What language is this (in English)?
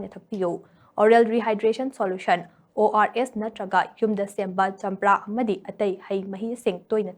Manipuri